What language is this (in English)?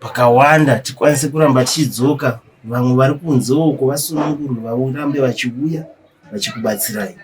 Shona